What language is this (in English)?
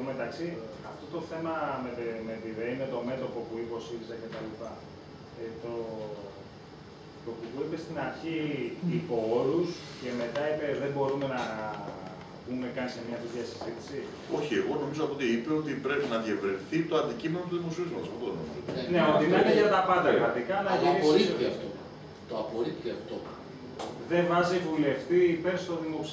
Greek